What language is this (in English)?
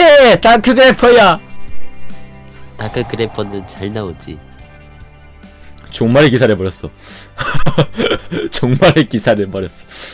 Korean